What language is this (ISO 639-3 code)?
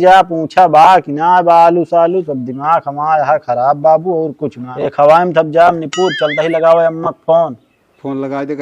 awa